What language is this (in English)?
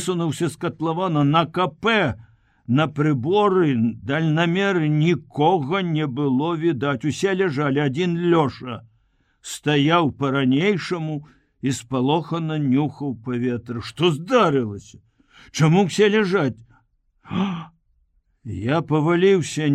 Belarusian